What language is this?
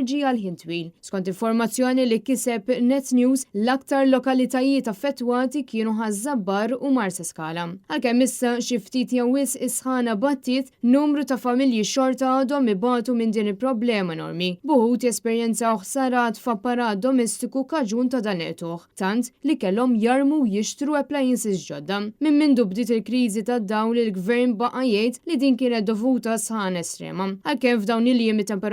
Maltese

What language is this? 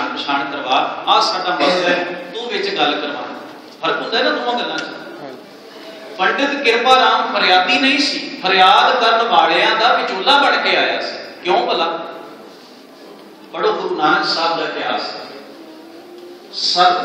Punjabi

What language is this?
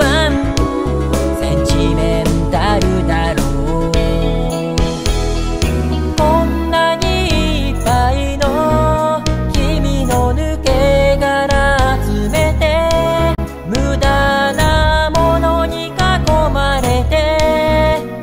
Japanese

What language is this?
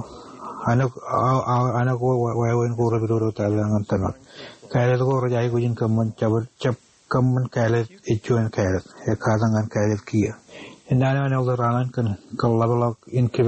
Marshallese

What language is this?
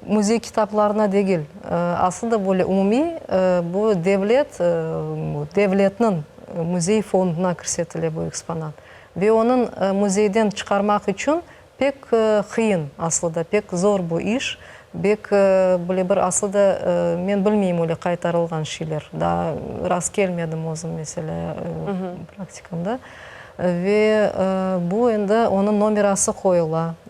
Crimean Tatar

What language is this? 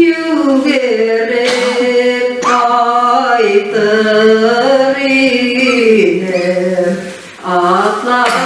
Bashkir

